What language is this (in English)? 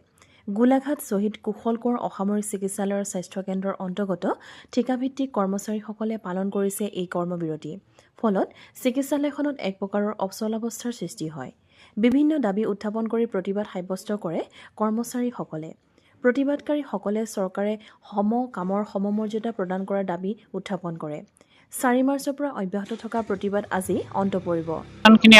Assamese